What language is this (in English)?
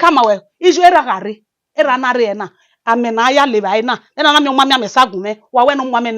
Bini